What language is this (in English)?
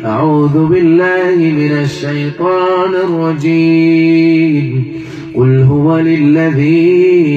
Arabic